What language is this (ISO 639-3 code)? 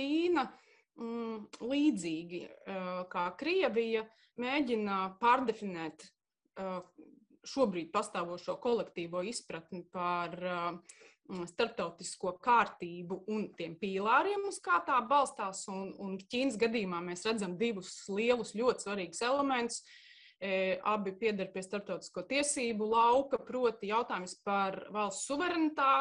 lav